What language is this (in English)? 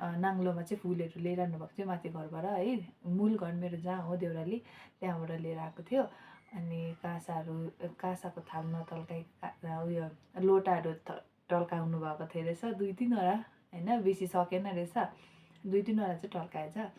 Nepali